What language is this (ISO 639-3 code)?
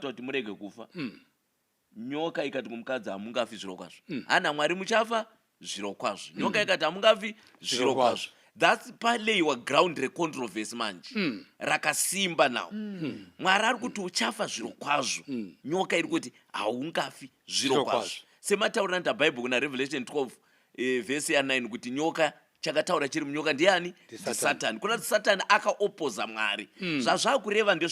sna